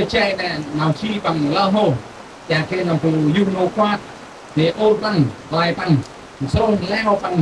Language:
Central Mnong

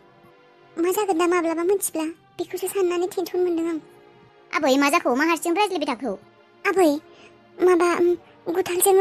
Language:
Bodo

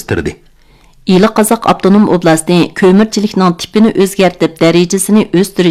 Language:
Uyghur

